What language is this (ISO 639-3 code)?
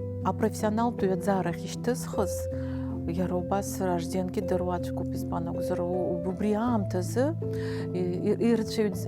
abk